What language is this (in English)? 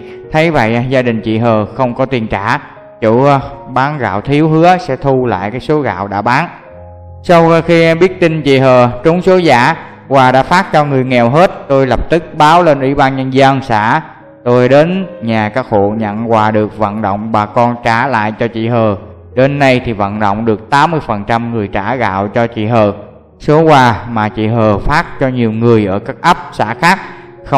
Vietnamese